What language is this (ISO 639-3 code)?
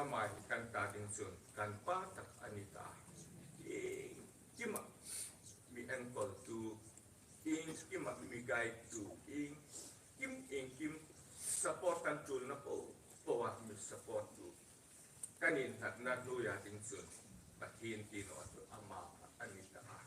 hmr